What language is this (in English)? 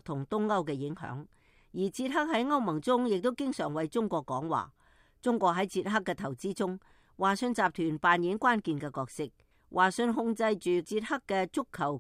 Cantonese